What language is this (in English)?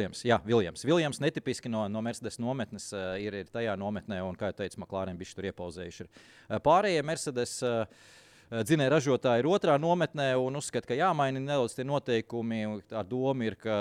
Latvian